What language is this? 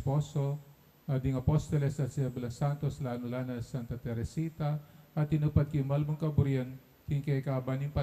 Pampanga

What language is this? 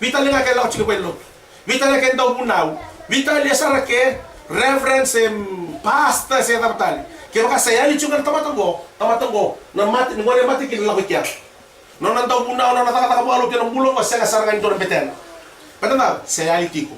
Fijian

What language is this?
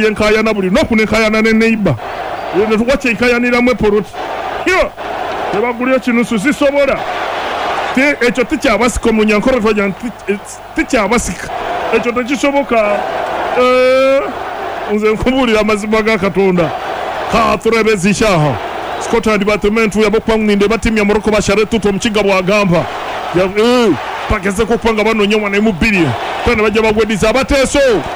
Ganda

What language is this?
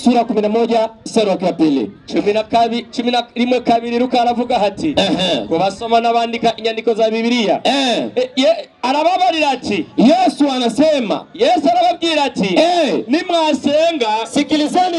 Rundi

